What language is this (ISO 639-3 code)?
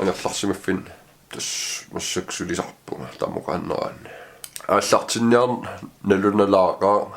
kal